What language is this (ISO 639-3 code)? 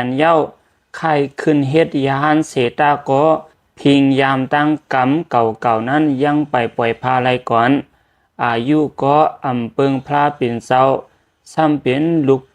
lao